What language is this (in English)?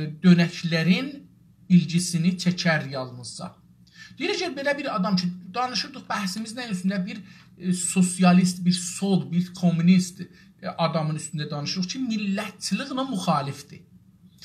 South Azerbaijani